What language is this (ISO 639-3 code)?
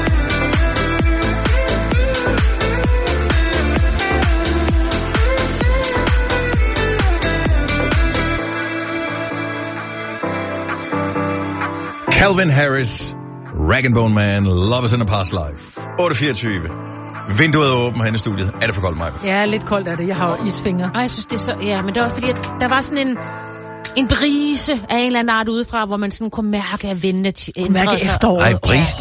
dan